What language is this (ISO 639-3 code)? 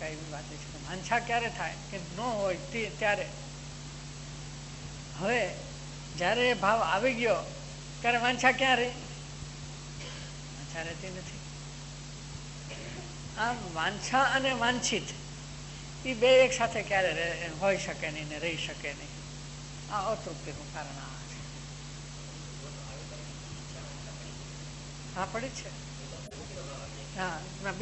guj